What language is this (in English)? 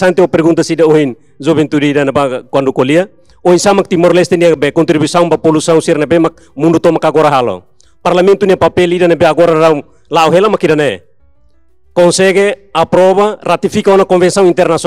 Tetum